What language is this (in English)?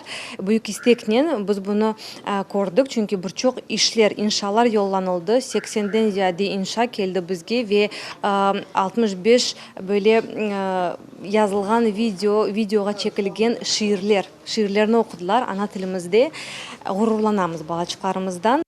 Crimean Tatar